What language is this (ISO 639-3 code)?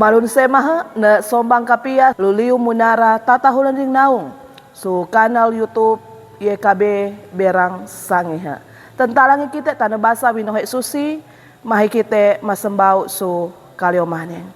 sxn